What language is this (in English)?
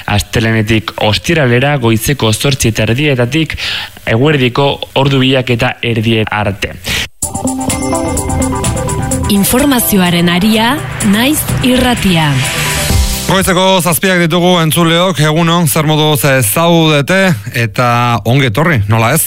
Basque